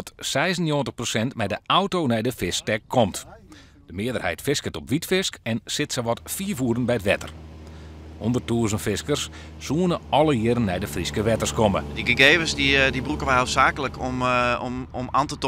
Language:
Western Frisian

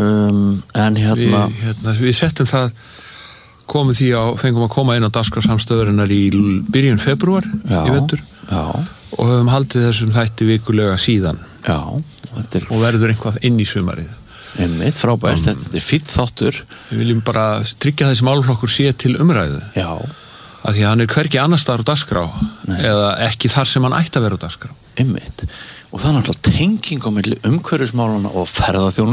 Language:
Icelandic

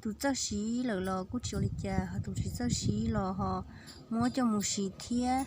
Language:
Hmong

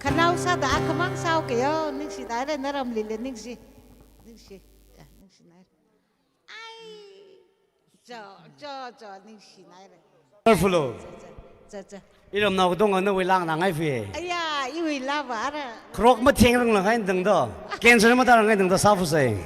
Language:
Tangkhul Naga (India)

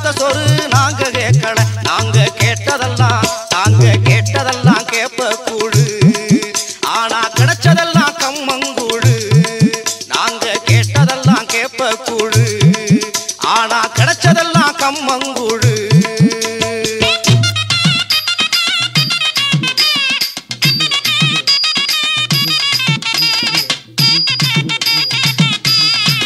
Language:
Tamil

